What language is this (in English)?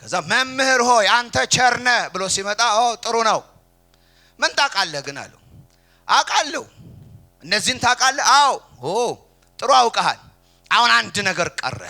Amharic